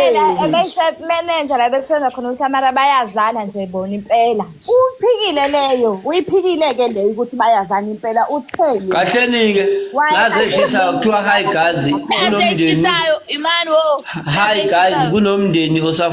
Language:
Zulu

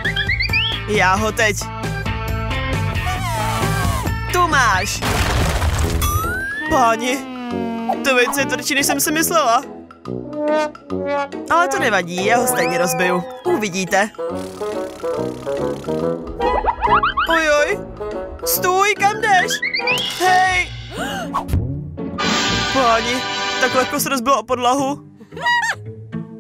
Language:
Czech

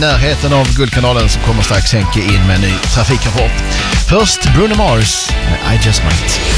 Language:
Swedish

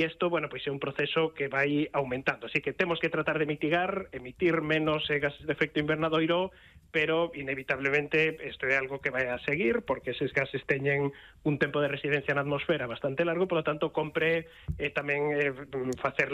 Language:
Galician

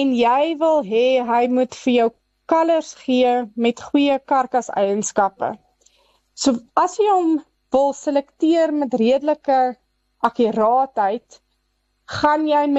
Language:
Afrikaans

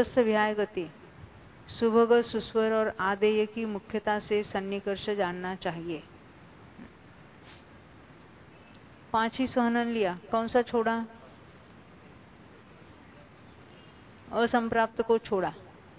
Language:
Hindi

